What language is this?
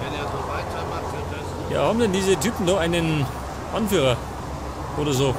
Bavarian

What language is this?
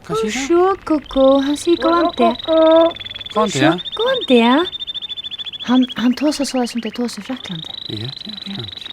Faroese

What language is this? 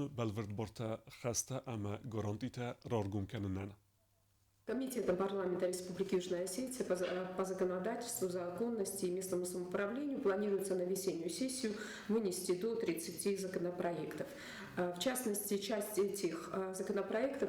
Ossetic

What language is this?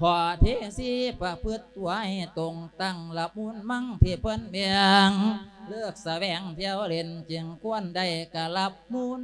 Lao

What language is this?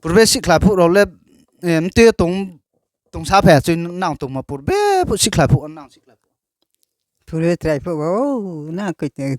Riang (India)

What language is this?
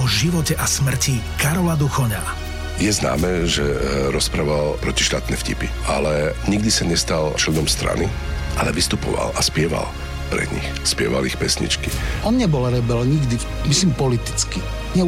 Slovak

